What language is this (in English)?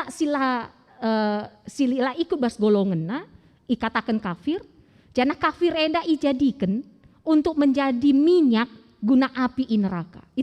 Batak Karo